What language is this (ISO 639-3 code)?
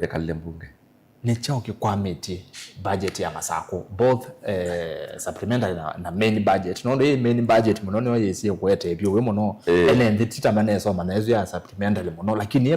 kam